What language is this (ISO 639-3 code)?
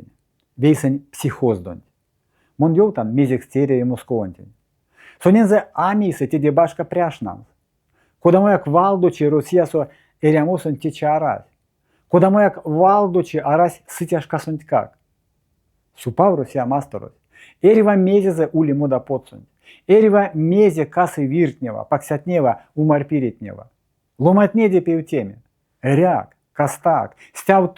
myv